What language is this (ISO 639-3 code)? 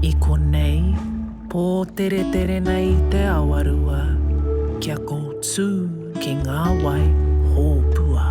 mri